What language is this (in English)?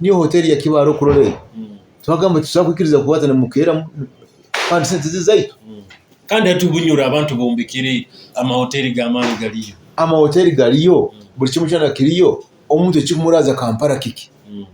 Nyoro